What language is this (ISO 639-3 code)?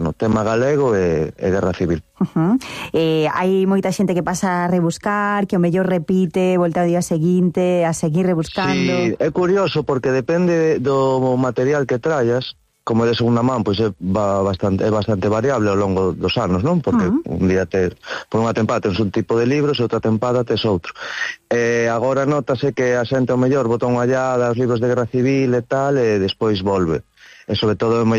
glg